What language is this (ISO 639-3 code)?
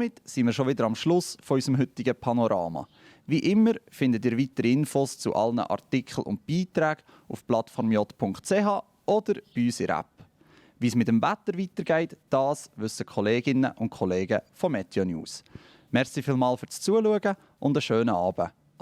gsw